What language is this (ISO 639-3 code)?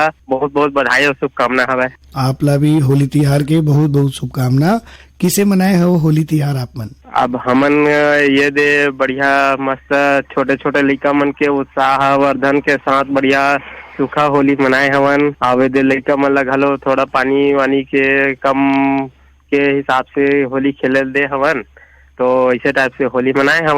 hne